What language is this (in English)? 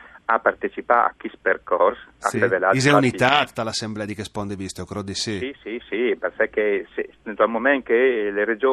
Friulian